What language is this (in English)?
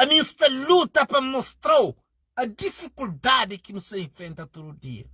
Kabuverdianu